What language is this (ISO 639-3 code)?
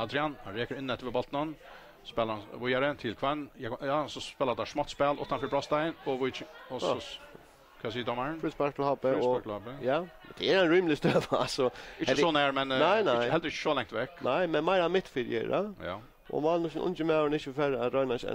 fao